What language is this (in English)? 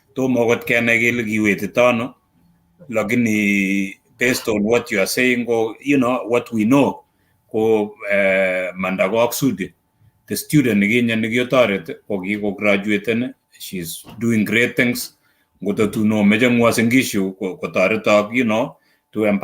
Kalenjin